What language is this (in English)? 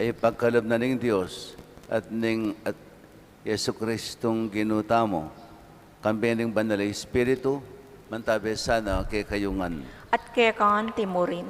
Pampanga